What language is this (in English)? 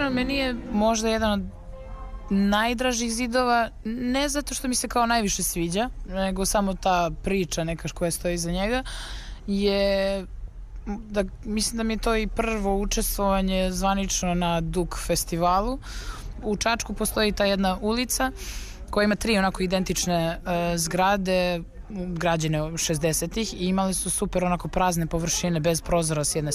Serbian